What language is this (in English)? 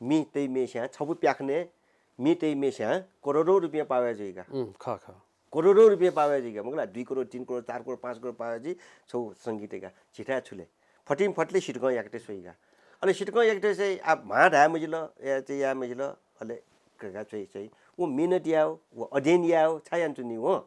Newari